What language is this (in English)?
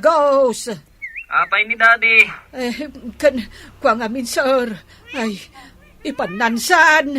Iloko